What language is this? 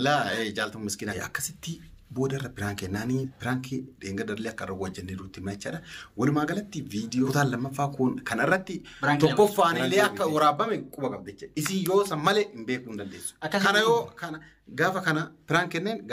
Oromo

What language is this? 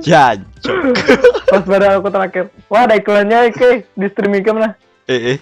Banjar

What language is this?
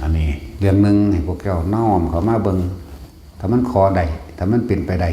Northeastern Thai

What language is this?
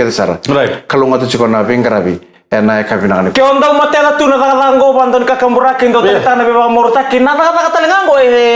Fijian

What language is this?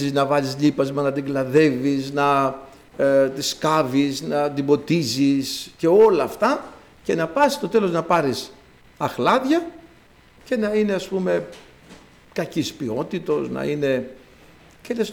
Greek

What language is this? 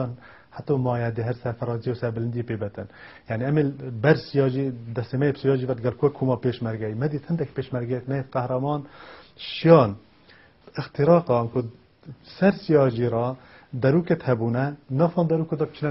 Kurdish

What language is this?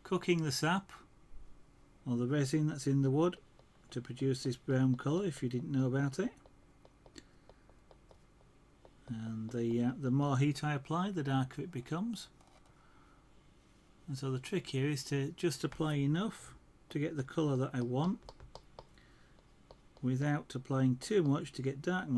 English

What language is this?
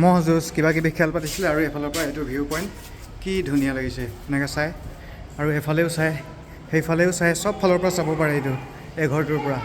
Assamese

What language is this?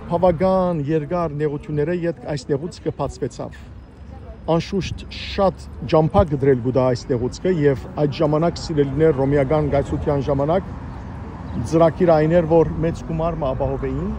Western Armenian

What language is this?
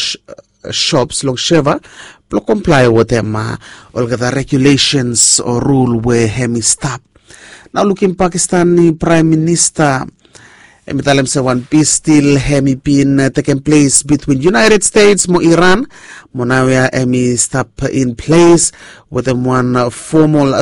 Bislama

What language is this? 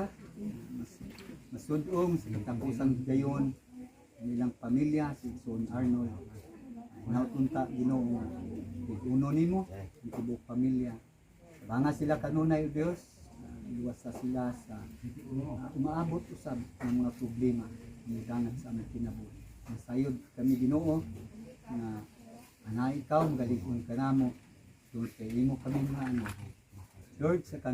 Cebuano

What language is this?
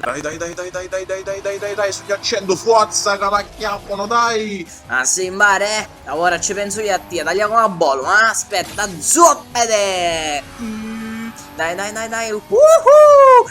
Sicilian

